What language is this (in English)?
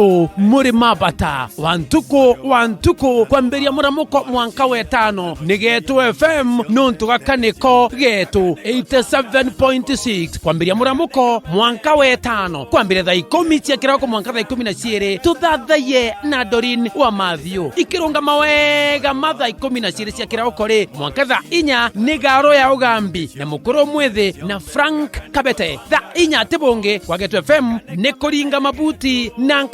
Meru